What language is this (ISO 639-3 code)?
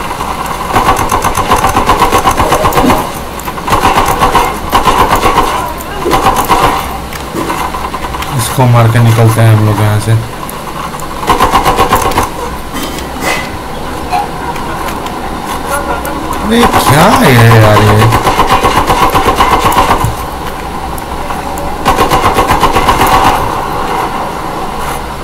hin